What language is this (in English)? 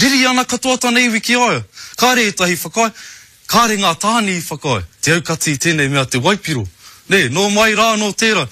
Māori